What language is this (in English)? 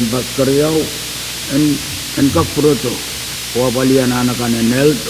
Pohnpeian